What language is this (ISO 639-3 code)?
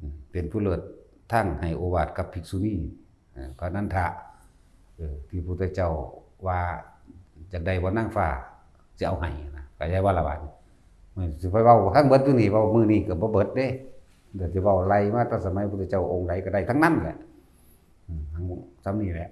tts